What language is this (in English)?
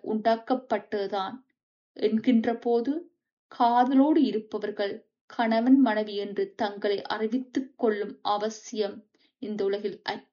Tamil